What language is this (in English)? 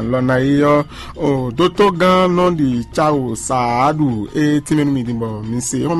Fon